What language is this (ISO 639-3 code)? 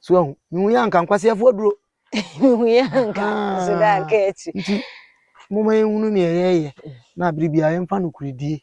aka